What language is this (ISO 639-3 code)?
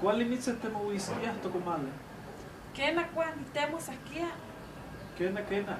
nhe